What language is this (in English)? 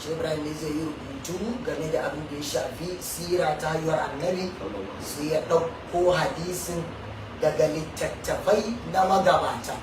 Hausa